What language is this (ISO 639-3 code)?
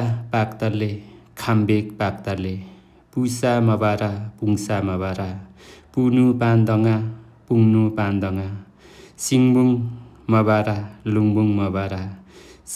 nep